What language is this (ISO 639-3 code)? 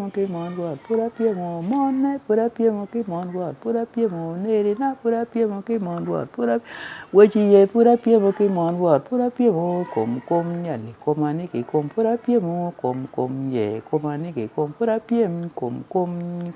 ach